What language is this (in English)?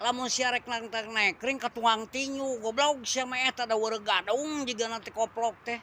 Sundanese